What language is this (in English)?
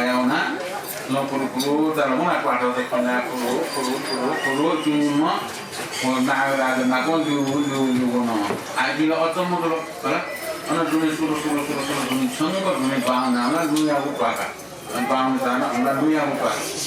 Newari